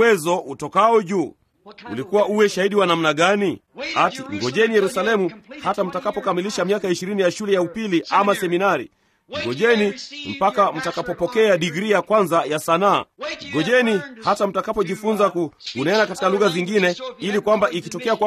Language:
Swahili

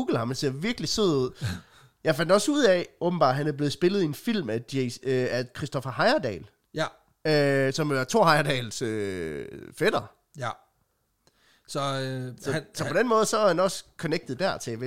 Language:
Danish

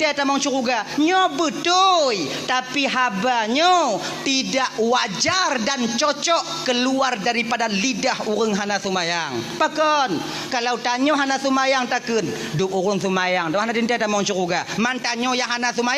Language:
Achinese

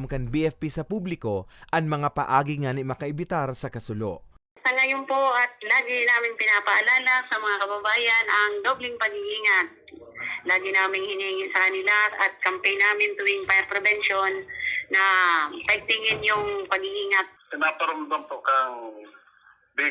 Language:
Bikol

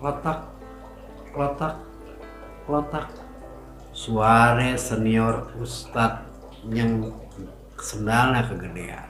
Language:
Betawi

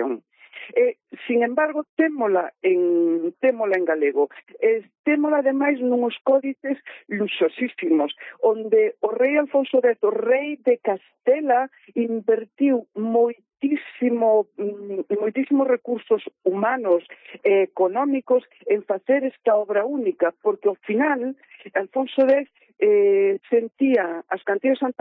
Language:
Galician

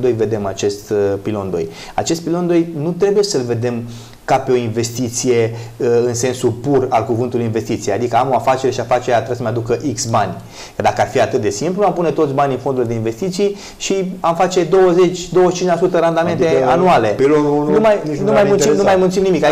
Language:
Romanian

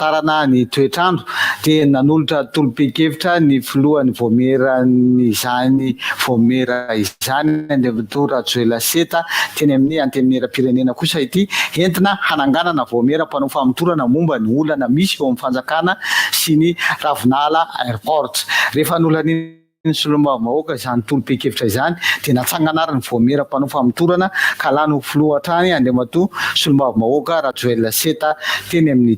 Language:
Malagasy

